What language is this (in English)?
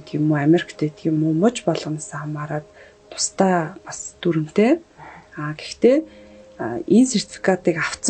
Mongolian